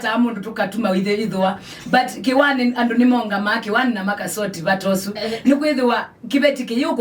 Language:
Kamba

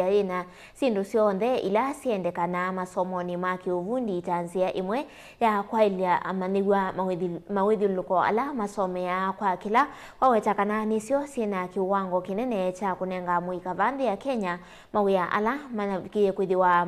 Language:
Kamba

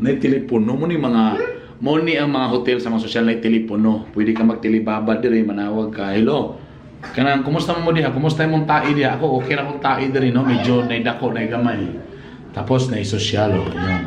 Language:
Cebuano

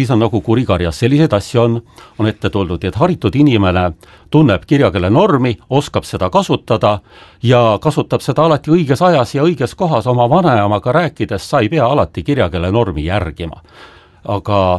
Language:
Estonian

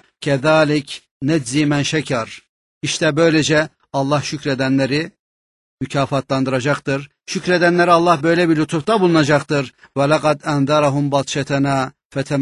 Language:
Turkish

